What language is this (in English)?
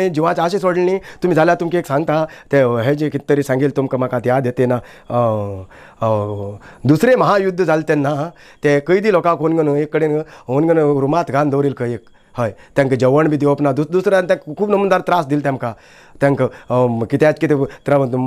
Konkani